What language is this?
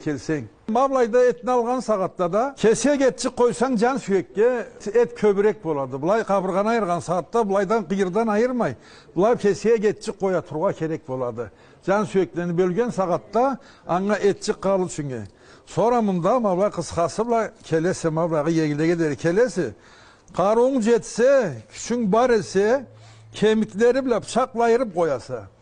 Karachay-Balkar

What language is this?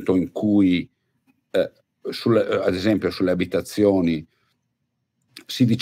Italian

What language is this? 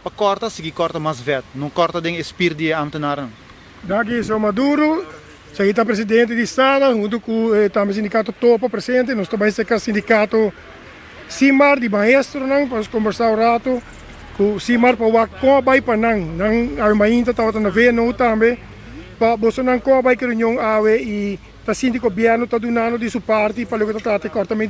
Papiamento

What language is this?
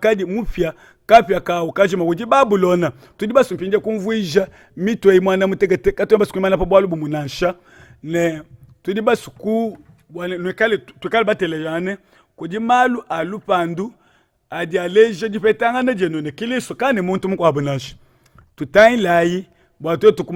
Luba-Lulua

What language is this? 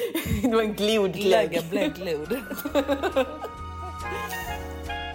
Swedish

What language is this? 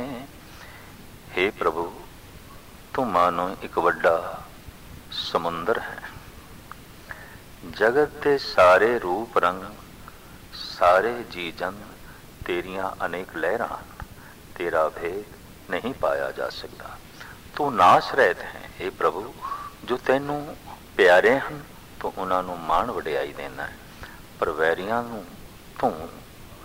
Punjabi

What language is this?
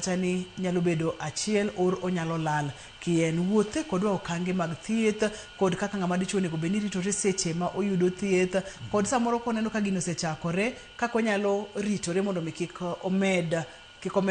Luo (Kenya and Tanzania)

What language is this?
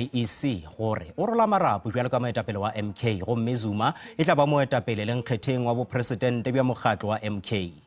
Northern Sotho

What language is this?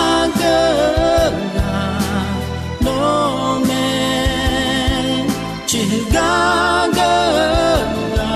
Akha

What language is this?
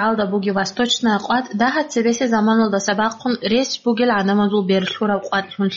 Avaric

